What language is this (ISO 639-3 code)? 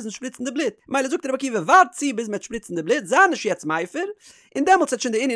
yid